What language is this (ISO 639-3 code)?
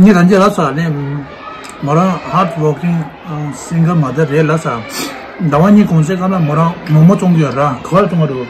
bod